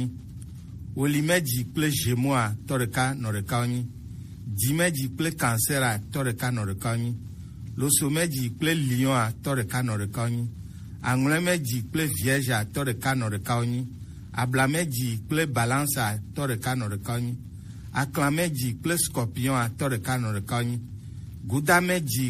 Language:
Gen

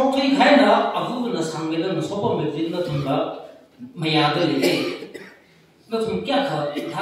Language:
Tangkhul Naga (India)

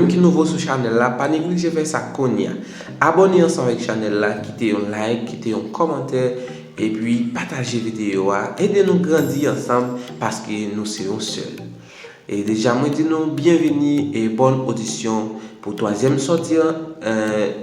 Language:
Haitian Creole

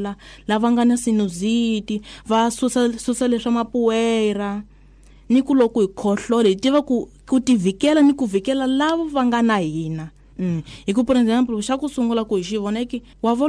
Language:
Tsonga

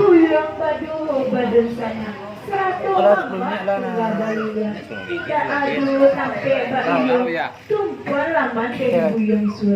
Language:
Minangkabau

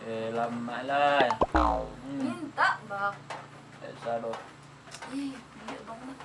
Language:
Minangkabau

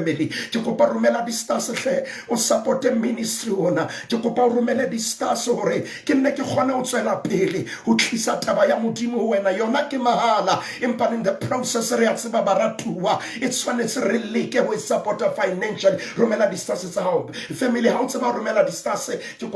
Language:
Southern Sotho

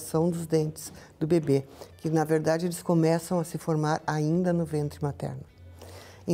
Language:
Portuguese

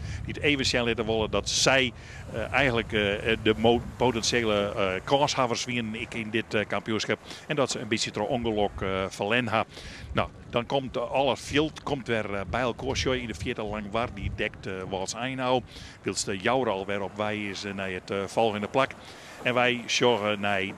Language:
Western Frisian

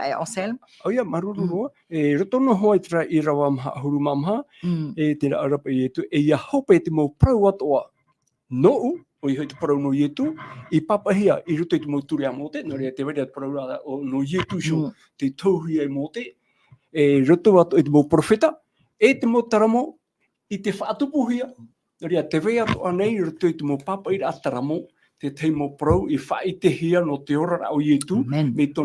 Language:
Tahitian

